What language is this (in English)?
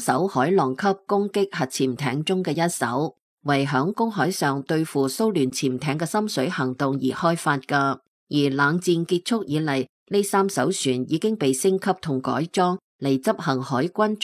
Cantonese